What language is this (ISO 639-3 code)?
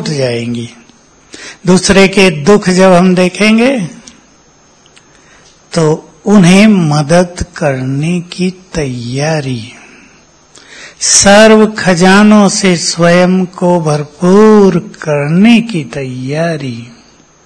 hin